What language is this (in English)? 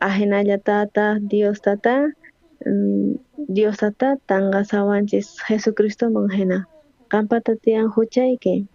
South Bolivian Quechua